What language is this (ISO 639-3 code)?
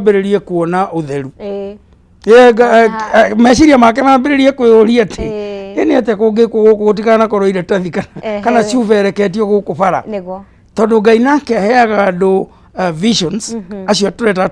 kik